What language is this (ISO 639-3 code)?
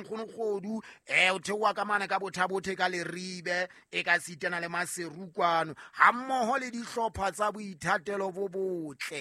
sot